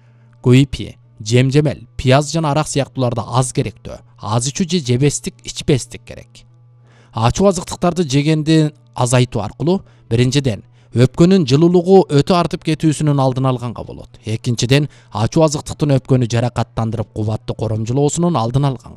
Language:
Kyrgyz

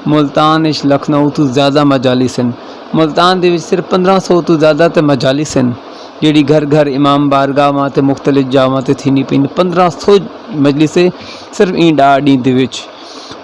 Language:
Saraiki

